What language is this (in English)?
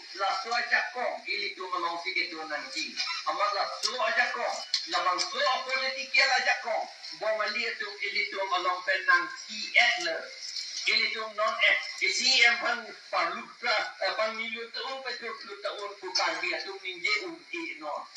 Karbi